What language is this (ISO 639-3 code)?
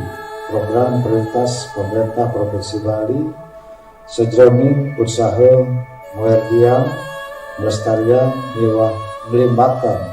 ban